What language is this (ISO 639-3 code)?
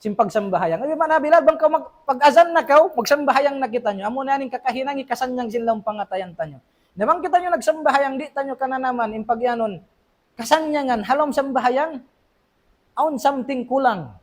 tsg